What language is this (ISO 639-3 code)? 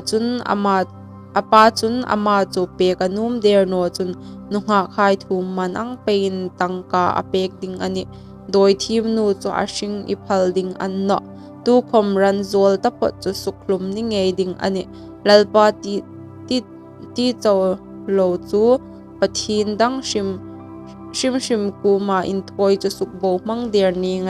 hmr